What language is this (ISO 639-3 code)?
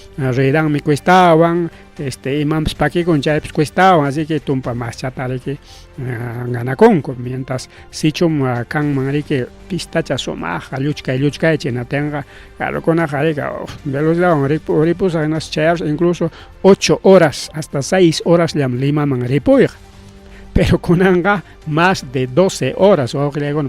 quy